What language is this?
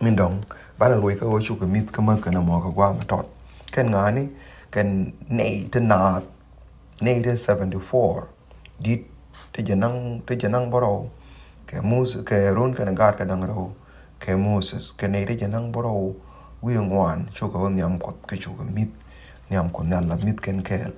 Nuer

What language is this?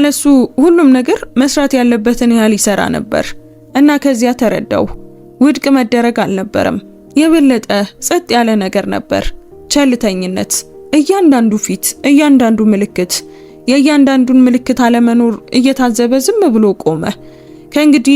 Amharic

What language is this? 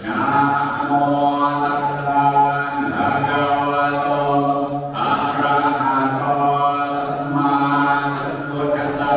Pali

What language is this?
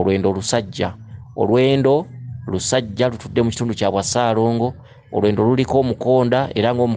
Ganda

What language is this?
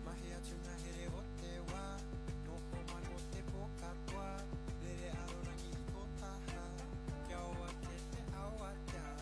Māori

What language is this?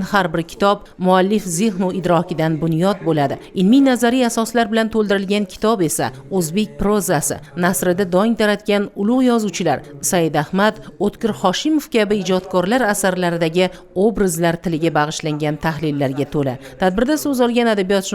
Uzbek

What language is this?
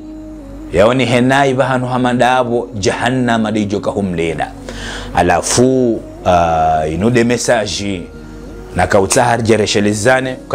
Ngazidja Comorian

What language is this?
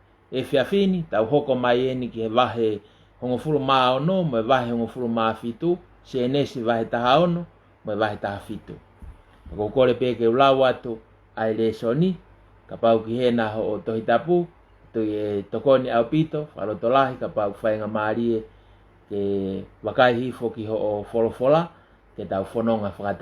Tongan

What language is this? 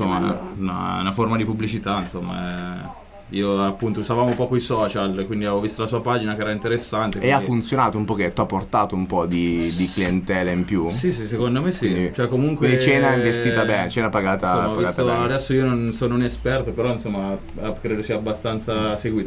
Italian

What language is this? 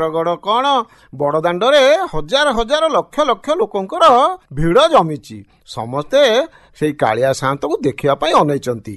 Odia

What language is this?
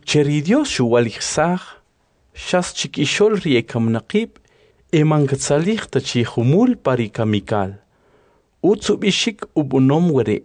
Kʼicheʼ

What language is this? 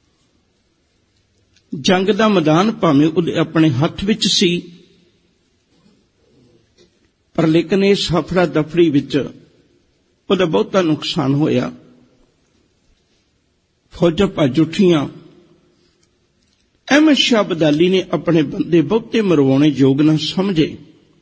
Punjabi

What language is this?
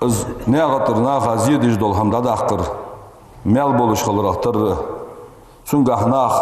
Ingush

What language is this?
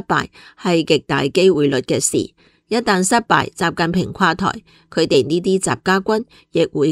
Cantonese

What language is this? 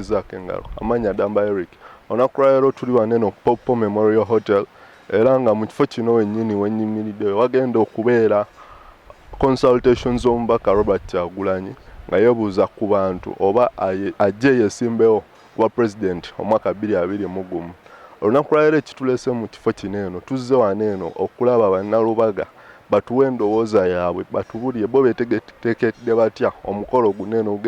Ganda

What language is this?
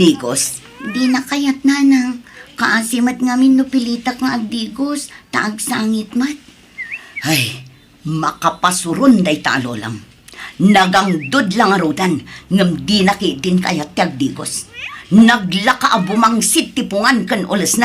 Iloko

